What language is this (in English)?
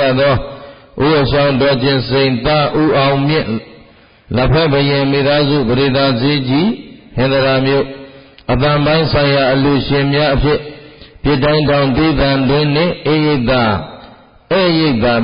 Burmese